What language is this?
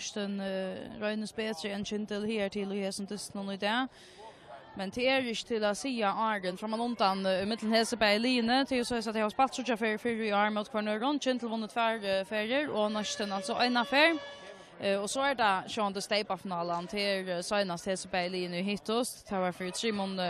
Faroese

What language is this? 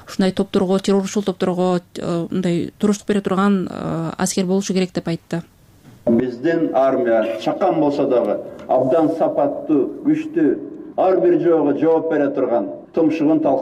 Kyrgyz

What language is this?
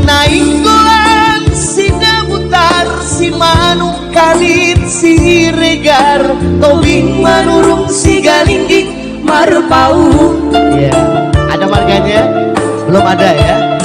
Batak Toba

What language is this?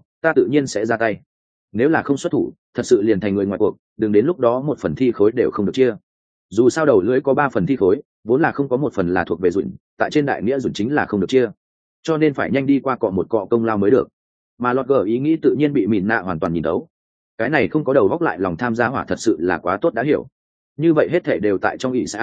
Vietnamese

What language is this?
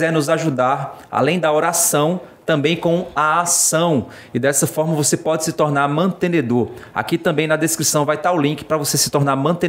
Portuguese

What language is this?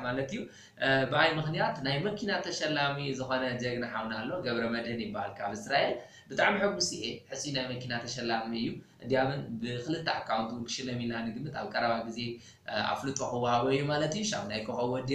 Tigrinya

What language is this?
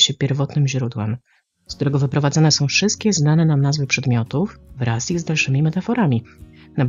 Polish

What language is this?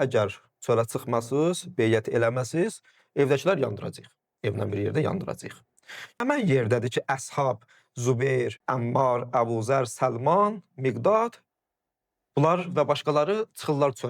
Azerbaijani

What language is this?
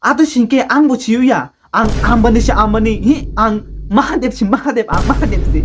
Kok Borok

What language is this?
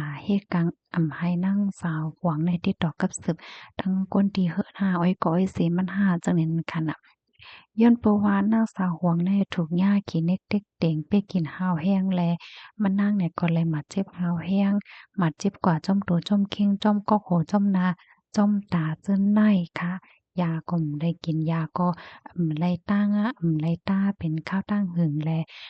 Shan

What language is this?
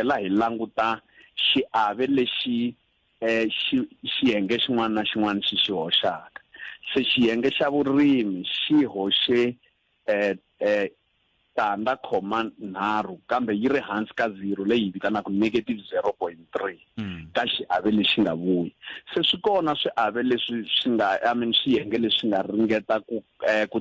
Tsonga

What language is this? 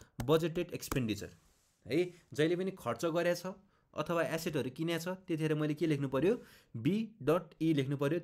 Nepali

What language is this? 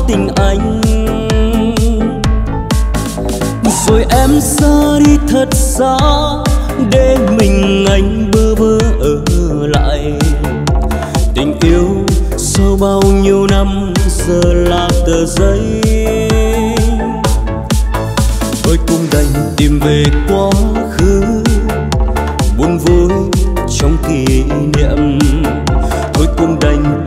Vietnamese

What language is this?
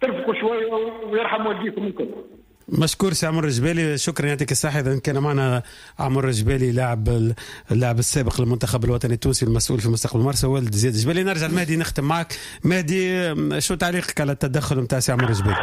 Tunisian Arabic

